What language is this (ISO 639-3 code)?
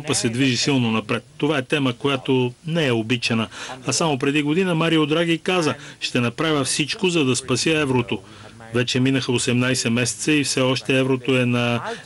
bul